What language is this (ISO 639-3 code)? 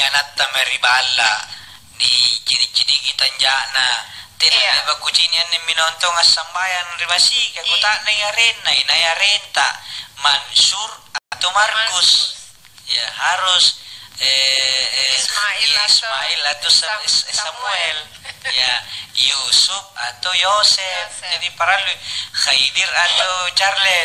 mak